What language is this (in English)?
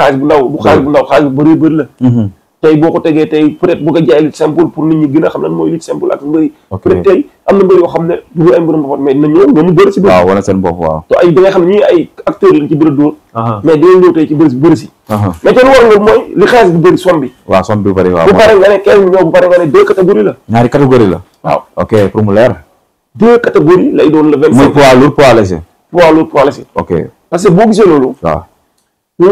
Wolof